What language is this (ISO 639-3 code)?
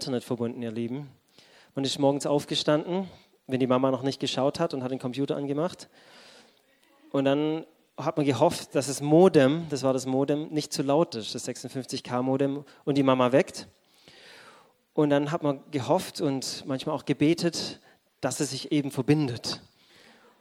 deu